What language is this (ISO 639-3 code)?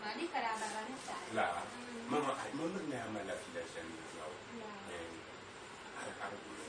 dag